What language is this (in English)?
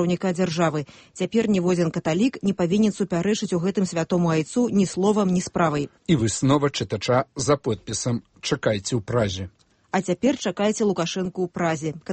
Belarusian